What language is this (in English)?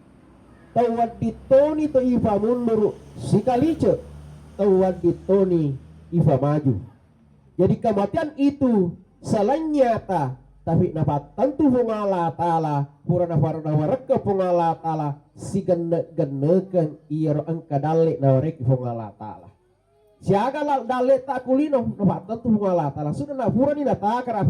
Buginese